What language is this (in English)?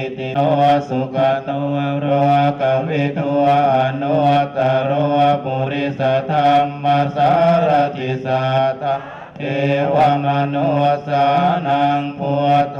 Pali